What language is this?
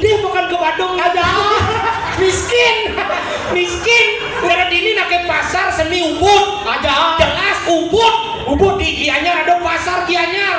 Balinese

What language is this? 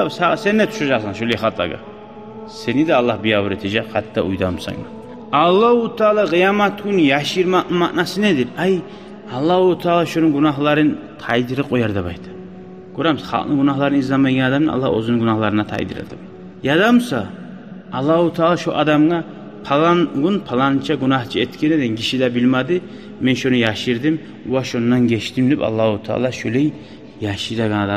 Kumyk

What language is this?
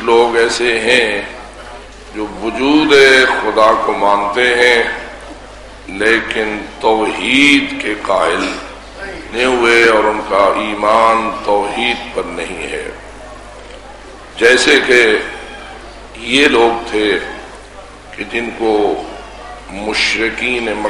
Urdu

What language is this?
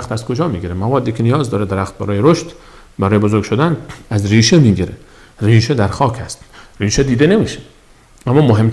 Persian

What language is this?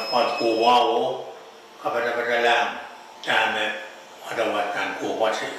Pohnpeian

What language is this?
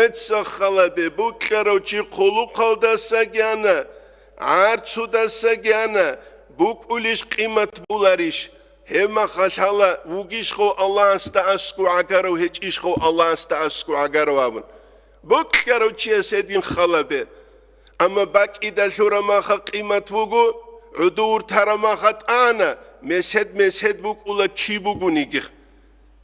Avaric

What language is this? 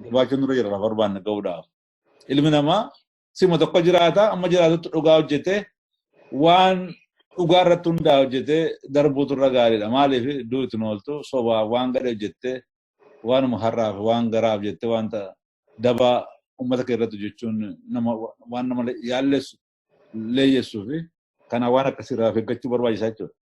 Oromo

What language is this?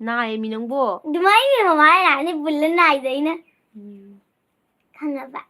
Manipuri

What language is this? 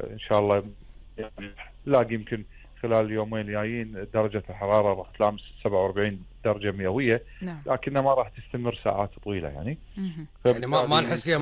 Gulf Arabic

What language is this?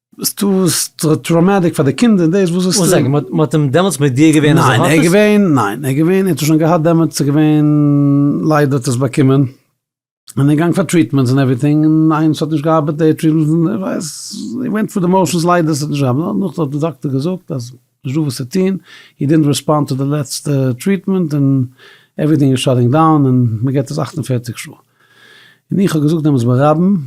Yiddish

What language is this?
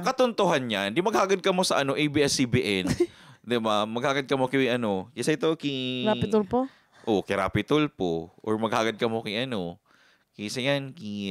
Bikol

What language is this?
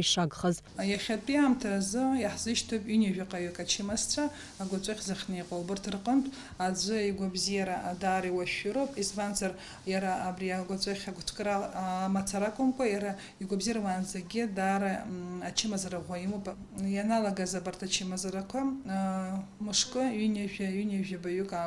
Abkhazian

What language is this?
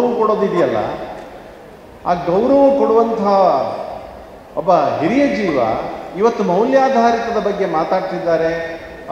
Kannada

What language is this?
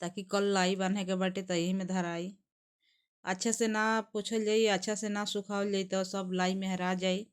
Bhojpuri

